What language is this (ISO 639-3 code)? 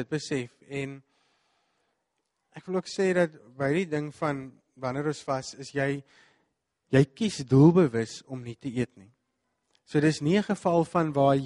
afr